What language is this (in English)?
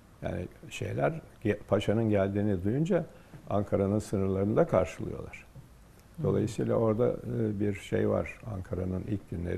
Turkish